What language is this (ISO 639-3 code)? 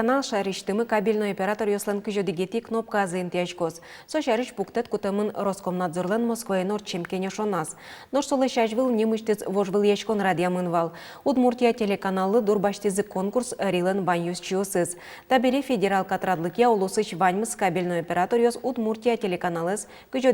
udm